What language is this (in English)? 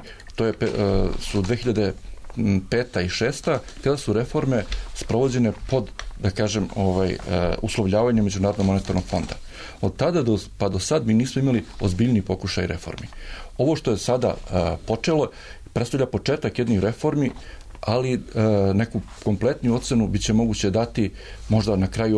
Serbian